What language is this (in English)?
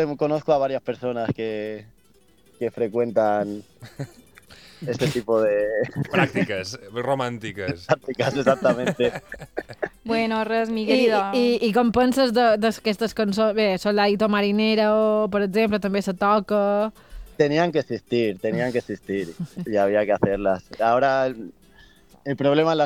Catalan